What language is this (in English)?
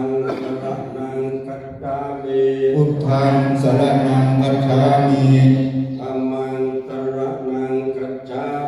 Pali